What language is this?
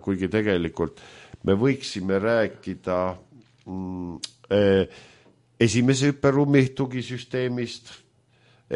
Estonian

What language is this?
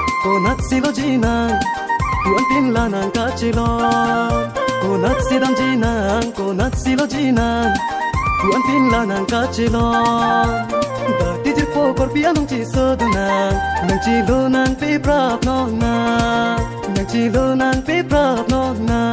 Karbi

